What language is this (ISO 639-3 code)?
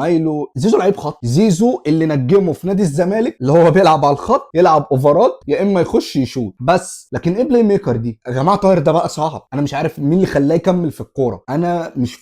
arz